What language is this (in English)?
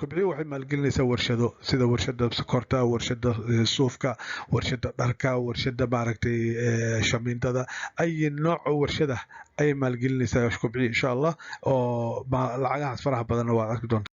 Somali